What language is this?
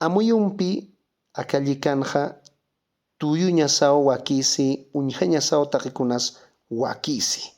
Aymara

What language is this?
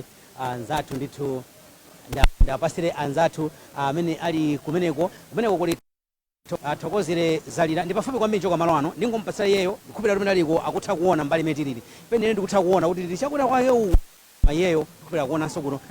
Nyanja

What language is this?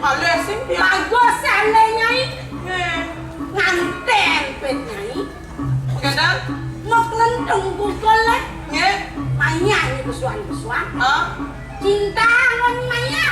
Balinese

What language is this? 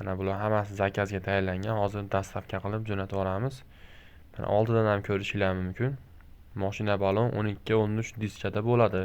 Uzbek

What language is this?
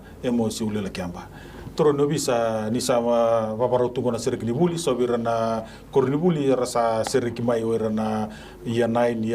Fijian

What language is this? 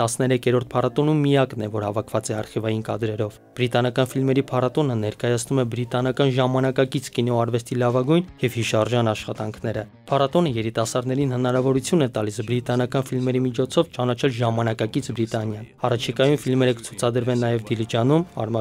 Armenian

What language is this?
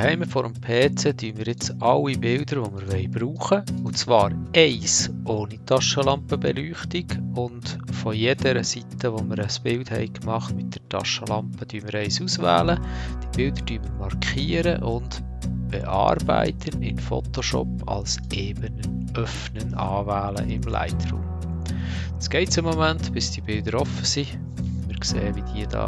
Swiss German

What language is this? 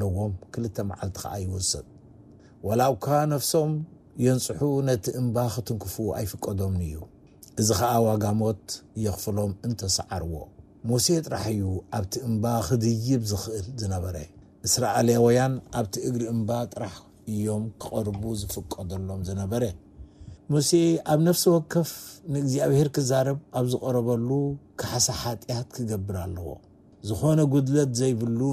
Tigrinya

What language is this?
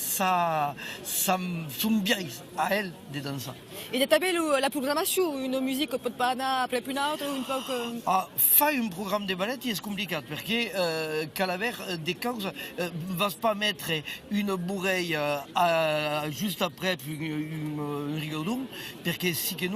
Occitan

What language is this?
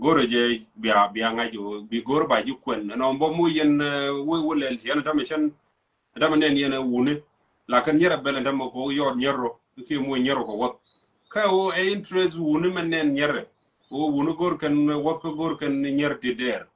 Nuer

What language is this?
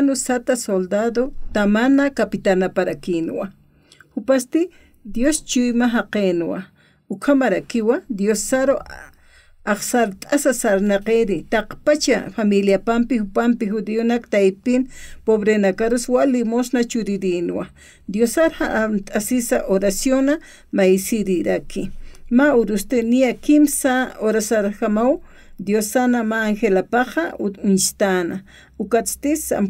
Aymara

